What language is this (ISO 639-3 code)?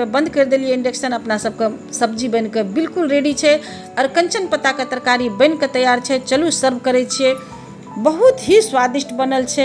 mai